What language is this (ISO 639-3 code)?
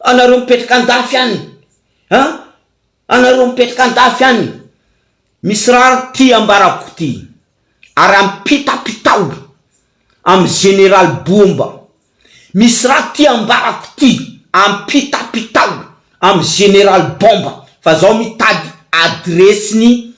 mlg